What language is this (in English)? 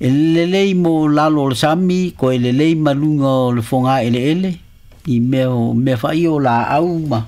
Samoan